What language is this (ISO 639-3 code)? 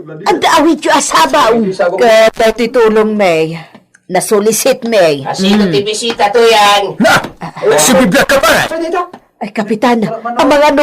ilo